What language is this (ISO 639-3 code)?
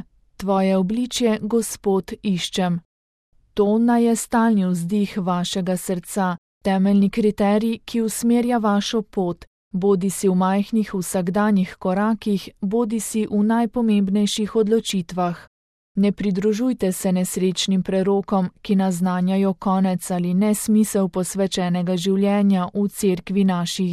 slv